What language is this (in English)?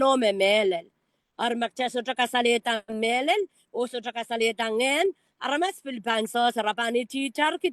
Pohnpeian